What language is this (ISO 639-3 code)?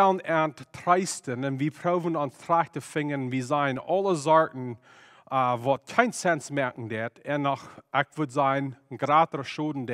pdt